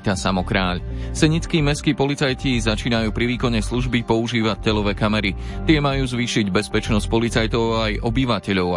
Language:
Slovak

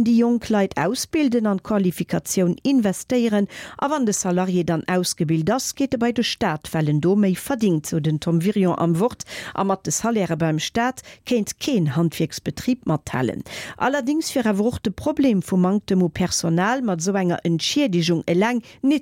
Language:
Luxembourgish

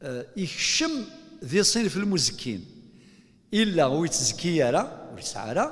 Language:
Kabyle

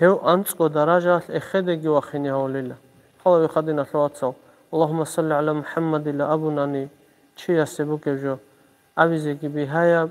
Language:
Avaric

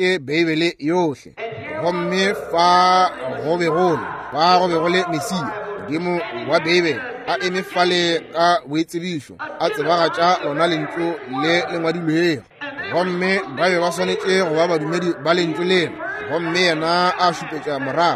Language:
Northern Sotho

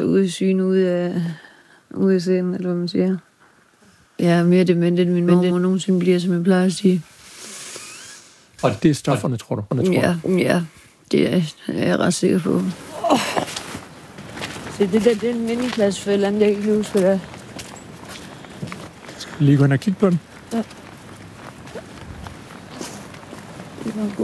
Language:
Danish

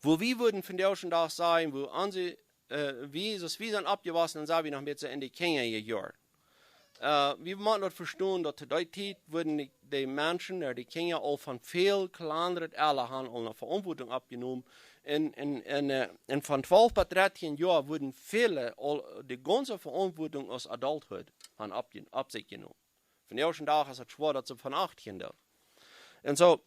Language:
Plautdietsch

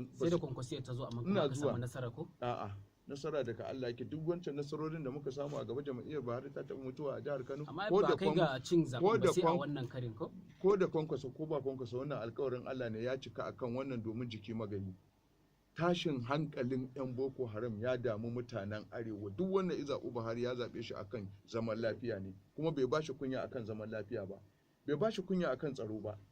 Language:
Hausa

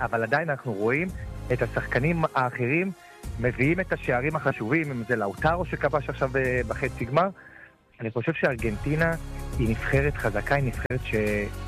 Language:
Hebrew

